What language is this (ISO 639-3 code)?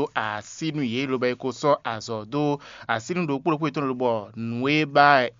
fon